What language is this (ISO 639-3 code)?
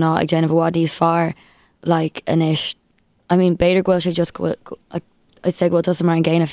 gle